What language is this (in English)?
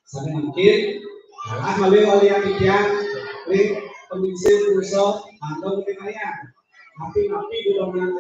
Balinese